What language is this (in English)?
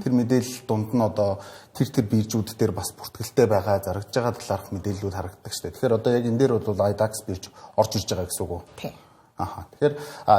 Mongolian